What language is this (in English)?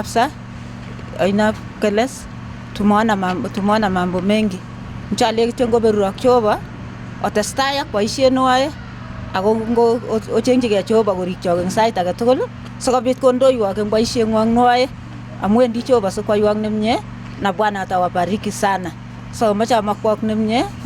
Kalenjin